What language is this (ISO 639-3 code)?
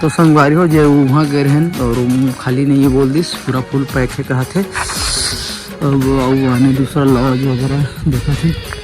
hne